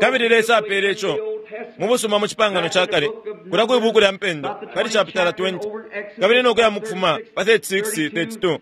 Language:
Bemba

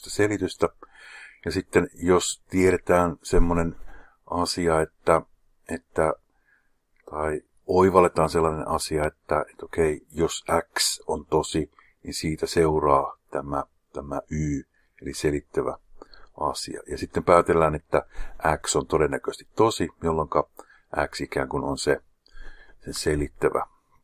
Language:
Finnish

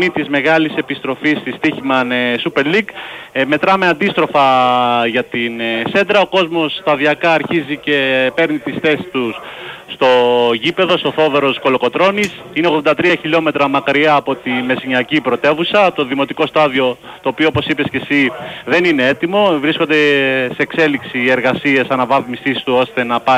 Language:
Greek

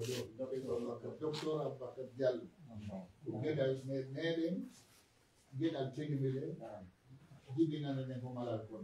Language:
Pular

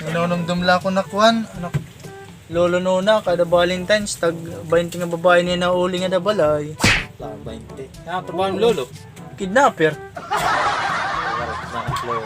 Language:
Waray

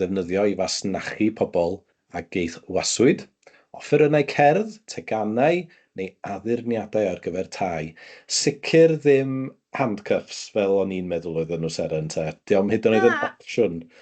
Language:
Welsh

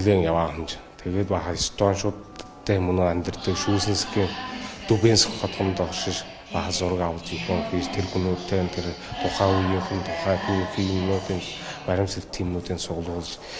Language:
Buriat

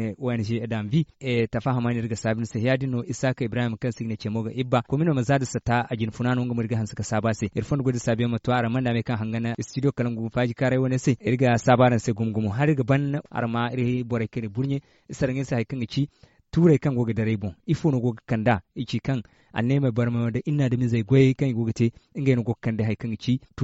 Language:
Zarma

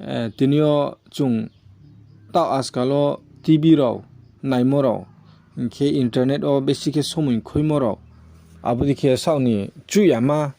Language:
Riang (India)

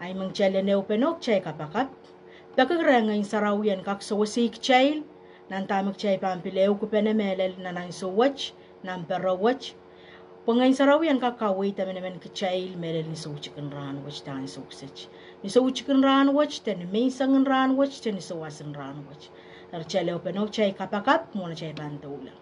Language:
Pohnpeian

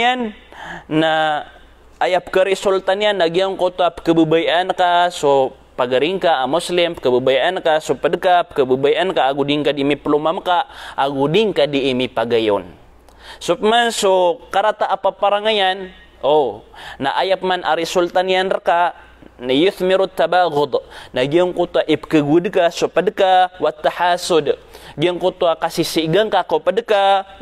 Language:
Maranao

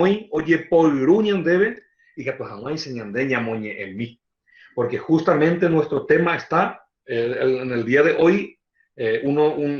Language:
Guarani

